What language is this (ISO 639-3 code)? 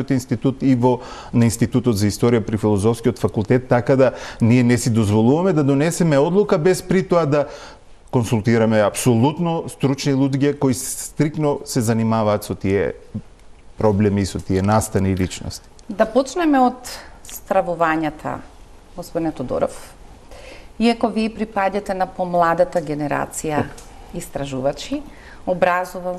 mkd